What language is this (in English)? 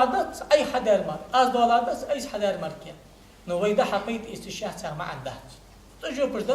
Ingush